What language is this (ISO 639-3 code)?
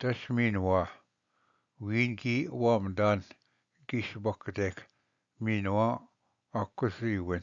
oji